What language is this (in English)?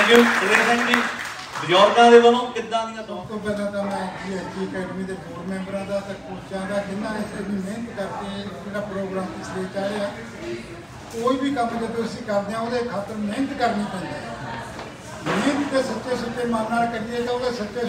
Punjabi